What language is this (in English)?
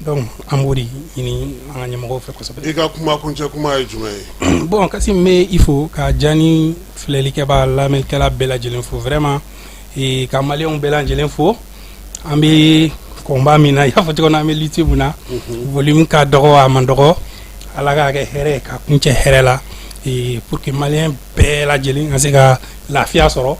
Bambara